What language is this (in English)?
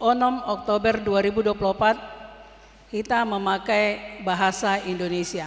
Batak Toba